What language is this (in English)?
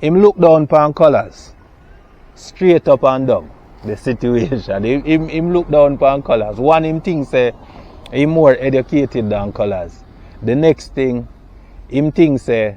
Jamaican Creole English